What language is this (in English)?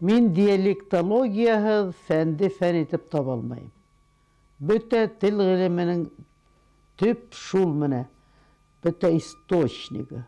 Bashkir